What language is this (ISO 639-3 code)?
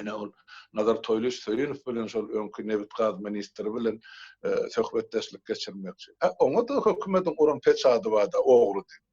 tuk